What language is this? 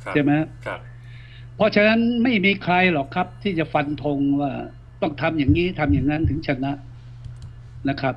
Thai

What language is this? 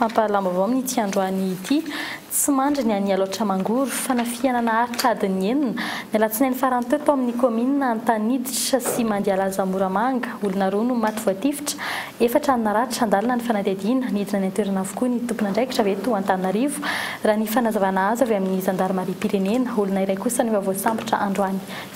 Malagasy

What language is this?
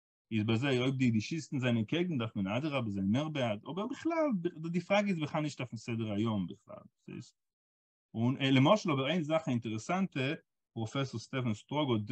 Yiddish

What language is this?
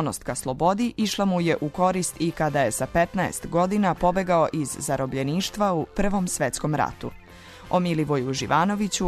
Serbian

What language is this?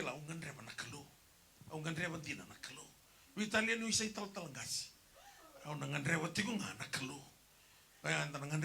Fijian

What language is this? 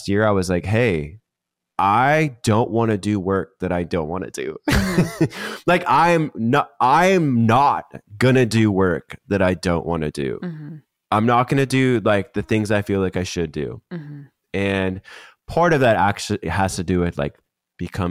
English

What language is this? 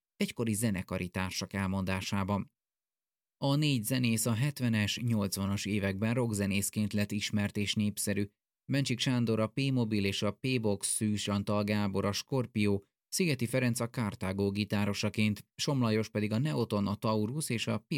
Hungarian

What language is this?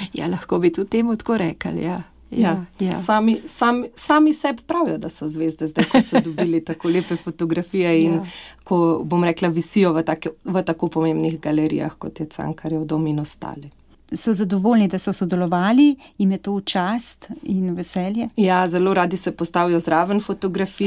Slovenian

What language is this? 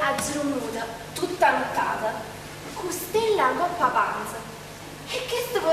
Neapolitan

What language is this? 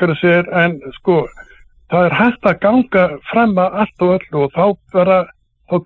Icelandic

